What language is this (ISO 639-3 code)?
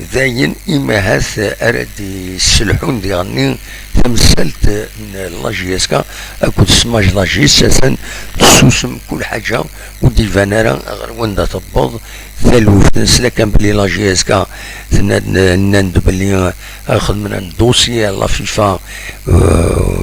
kab